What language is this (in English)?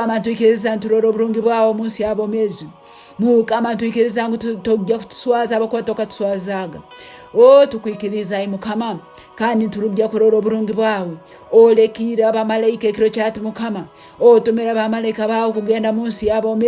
Nyoro